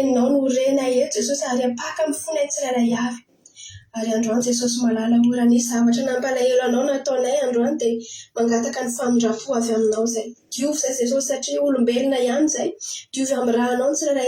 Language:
Malagasy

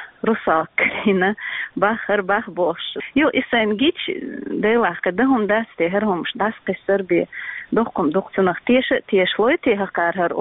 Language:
Chechen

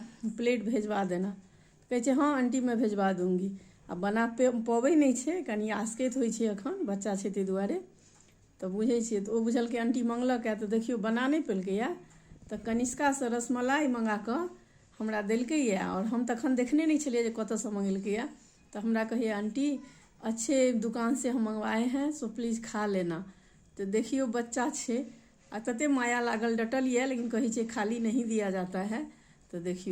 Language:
Maithili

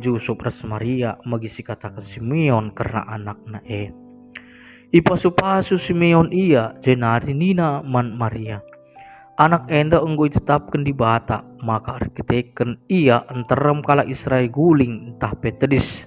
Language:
Batak Karo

